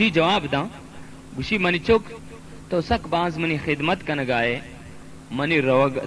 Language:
Baluchi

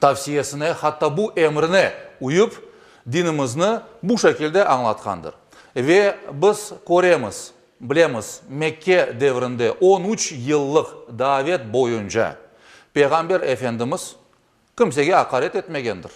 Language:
Crimean Tatar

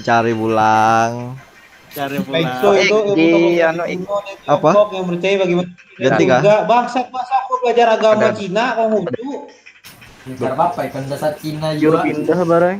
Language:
Banjar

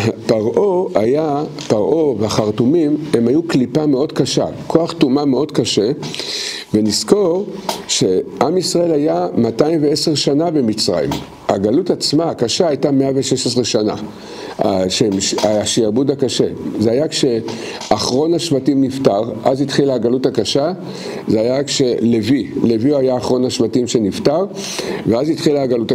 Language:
Hebrew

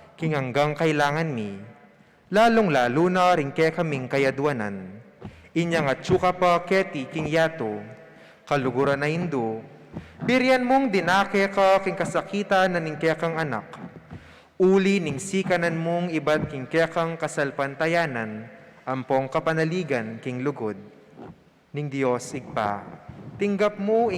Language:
Pampanga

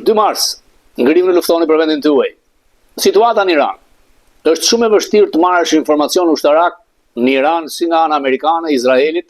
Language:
Albanian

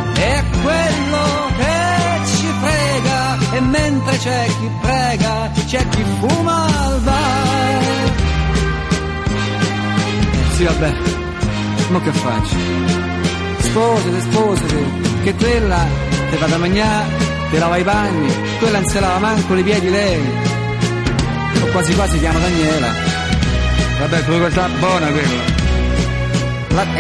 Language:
Italian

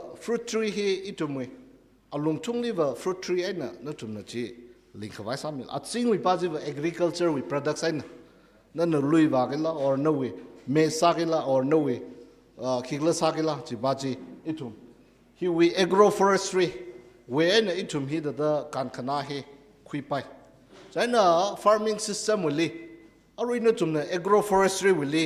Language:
Tangkhul Naga (India)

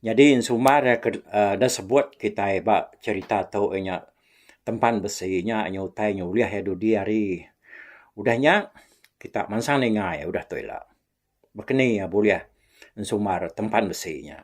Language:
Iban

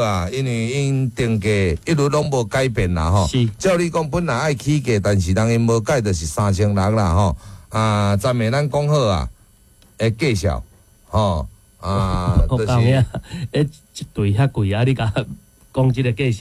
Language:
Min Nan Chinese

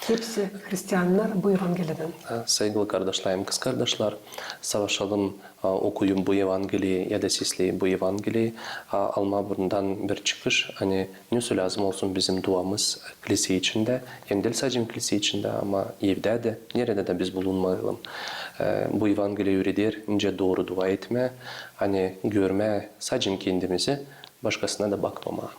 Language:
Gagauz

